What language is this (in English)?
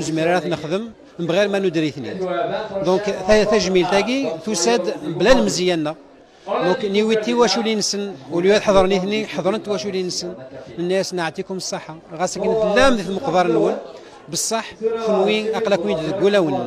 Kabyle